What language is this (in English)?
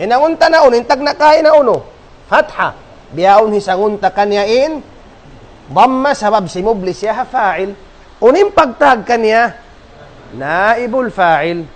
Tausug